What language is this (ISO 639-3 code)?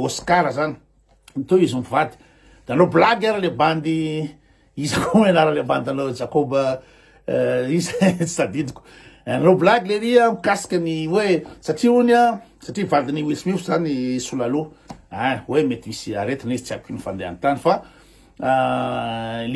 mlg